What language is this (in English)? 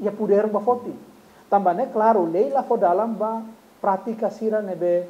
Tetum